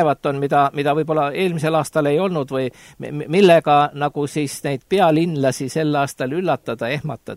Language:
Estonian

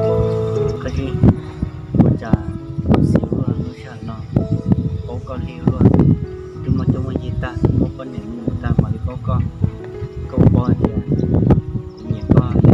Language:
Hmong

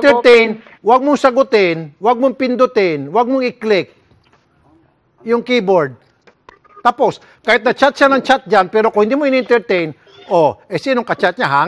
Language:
Filipino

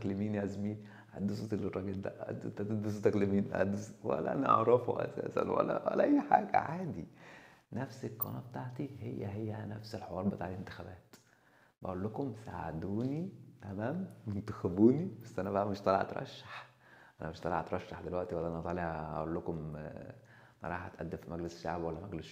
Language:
Egyptian Arabic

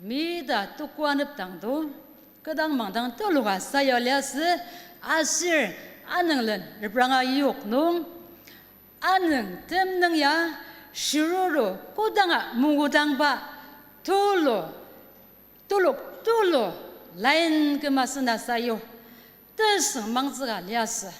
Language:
Ao Naga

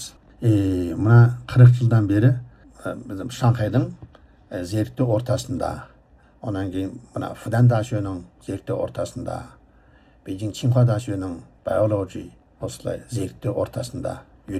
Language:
Kazakh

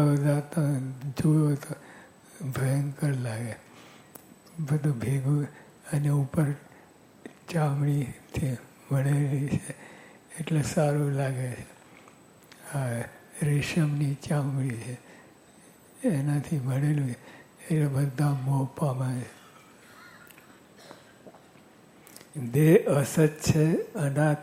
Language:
Gujarati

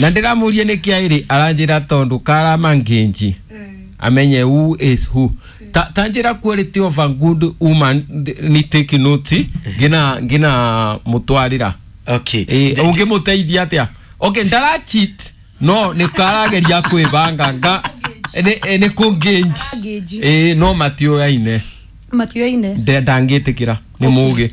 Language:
Kikuyu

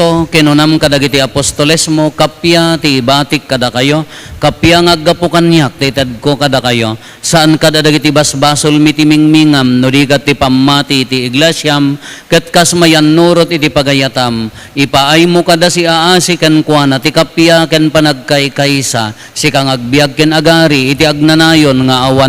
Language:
Iloko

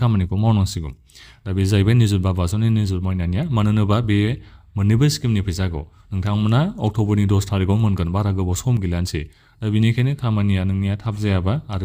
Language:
Bodo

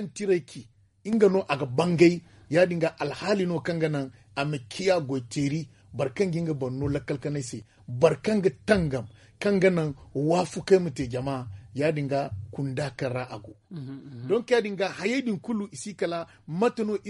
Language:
Zarma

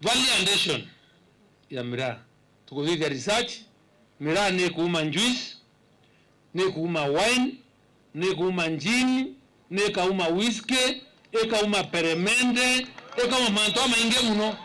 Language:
Meru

